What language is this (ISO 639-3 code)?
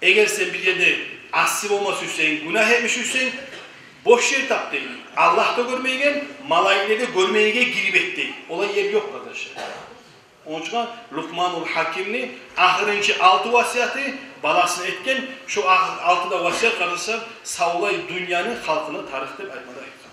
kum